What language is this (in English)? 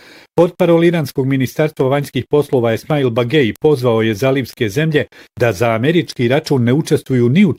Bosnian